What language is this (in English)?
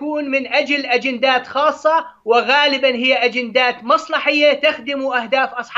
Arabic